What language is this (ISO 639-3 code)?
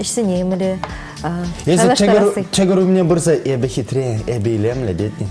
chv